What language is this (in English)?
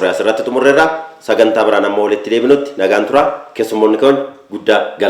Oromo